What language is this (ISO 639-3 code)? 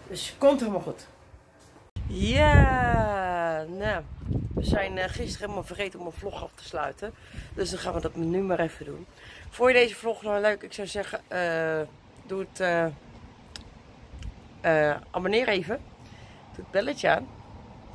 nld